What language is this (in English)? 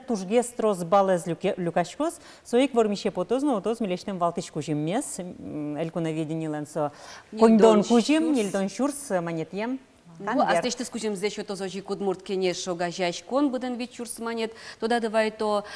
Udmurt